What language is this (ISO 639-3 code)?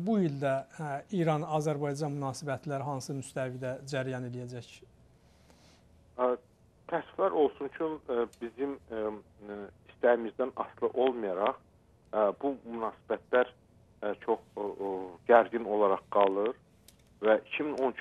aze